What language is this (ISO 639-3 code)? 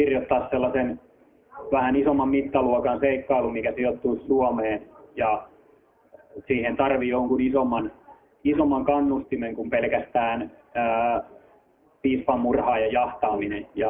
fin